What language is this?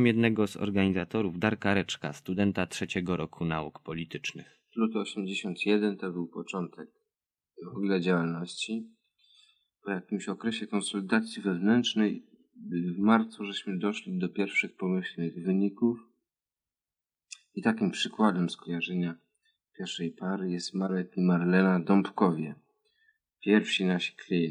Polish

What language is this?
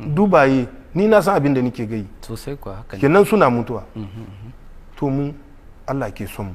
Hausa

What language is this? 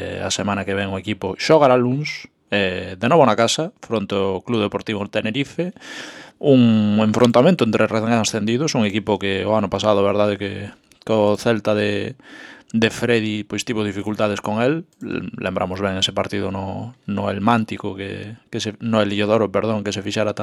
Galician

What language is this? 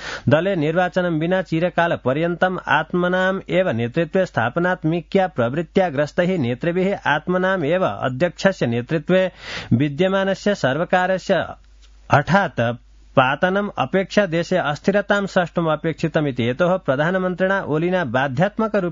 Sanskrit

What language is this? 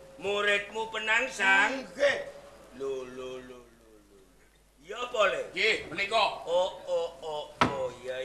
Javanese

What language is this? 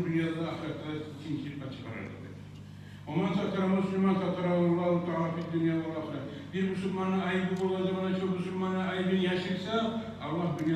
Kumyk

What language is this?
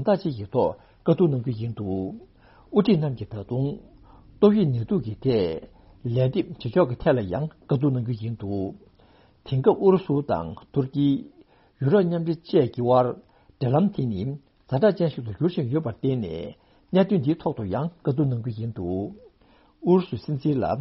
Tibetan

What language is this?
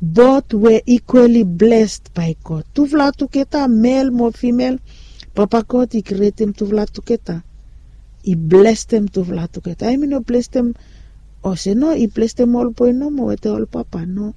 Bislama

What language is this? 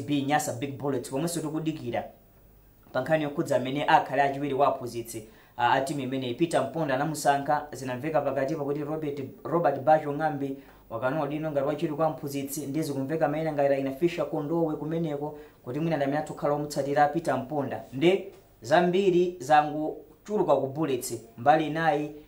Nyanja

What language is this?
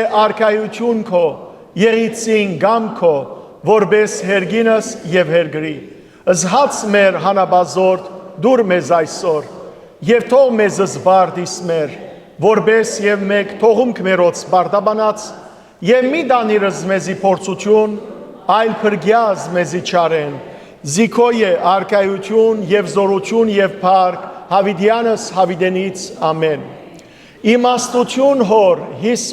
Western Armenian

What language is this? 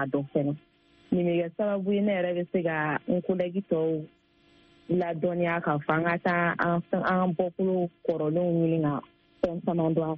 Bambara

